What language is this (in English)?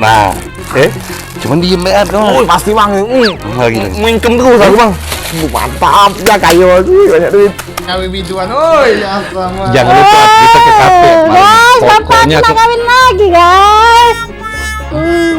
Musi